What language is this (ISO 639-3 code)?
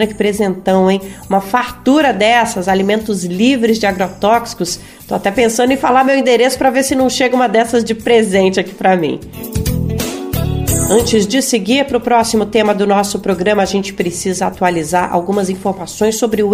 por